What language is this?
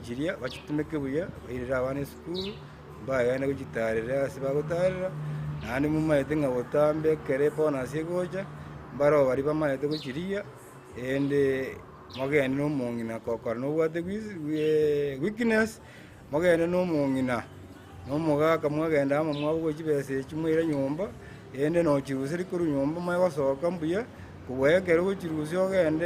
Gusii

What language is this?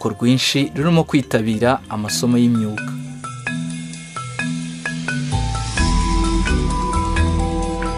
Kinyarwanda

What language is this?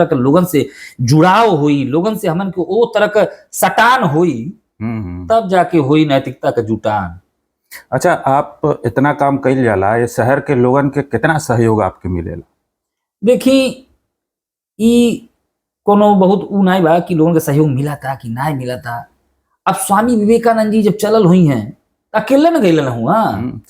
Bhojpuri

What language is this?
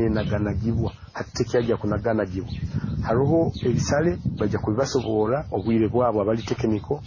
Nyoro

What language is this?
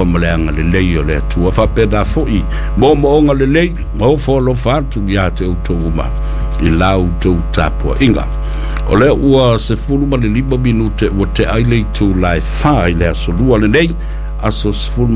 Samoan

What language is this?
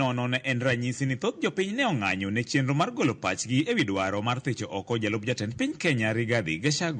Luo (Kenya and Tanzania)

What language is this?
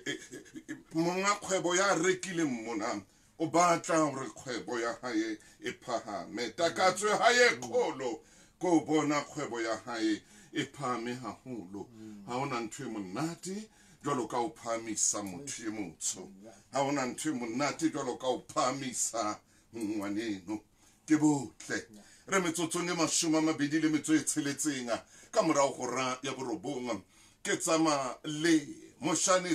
Southern Sotho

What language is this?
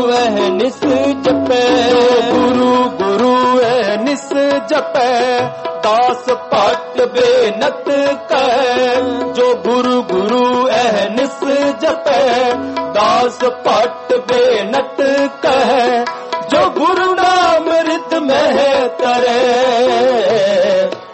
Punjabi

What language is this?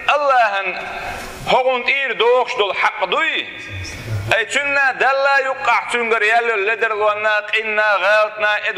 Chechen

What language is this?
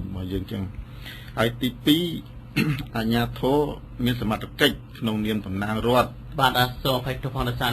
Khmer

